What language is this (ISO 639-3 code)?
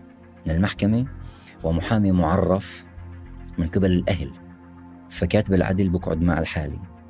apc